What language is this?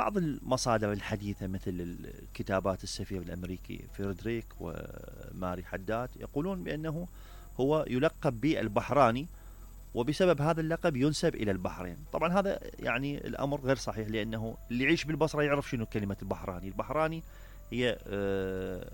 Mesopotamian Arabic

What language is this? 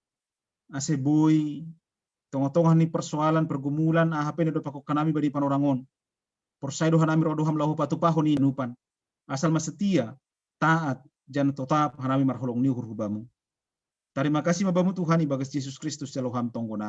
Batak Simalungun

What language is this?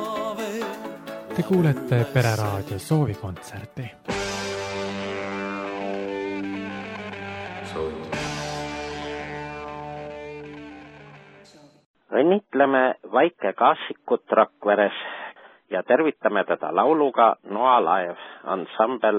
Estonian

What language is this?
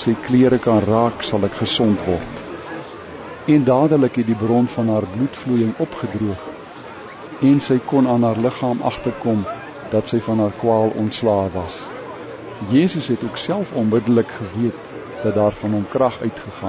Afrikaans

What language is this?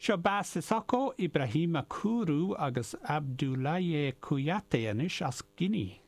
Irish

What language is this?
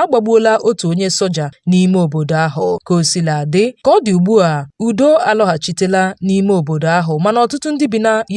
Igbo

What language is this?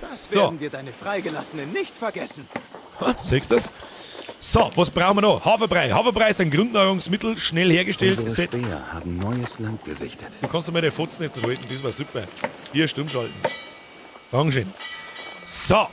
Bavarian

